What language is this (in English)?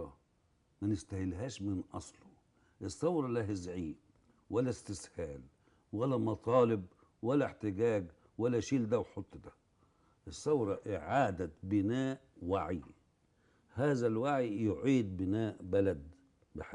Egyptian Arabic